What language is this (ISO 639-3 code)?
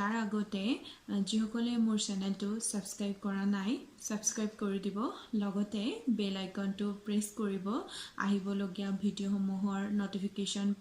asm